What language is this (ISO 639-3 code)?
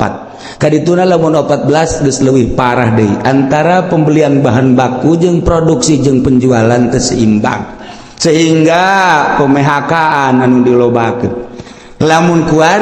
sun